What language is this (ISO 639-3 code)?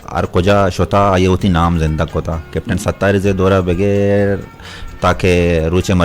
bgp